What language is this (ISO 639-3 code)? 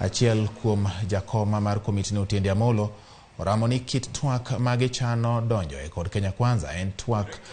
luo